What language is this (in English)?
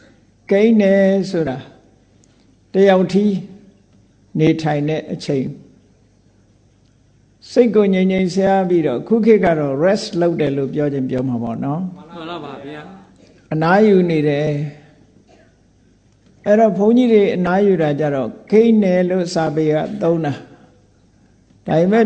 Burmese